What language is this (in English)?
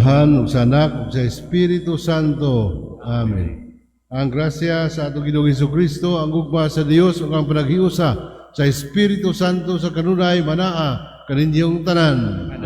Cebuano